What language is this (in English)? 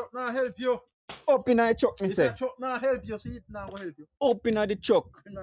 Jamaican Creole English